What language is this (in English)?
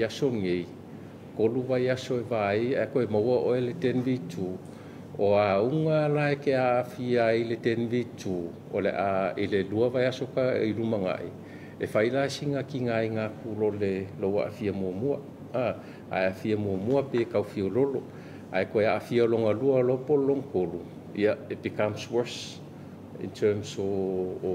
Samoan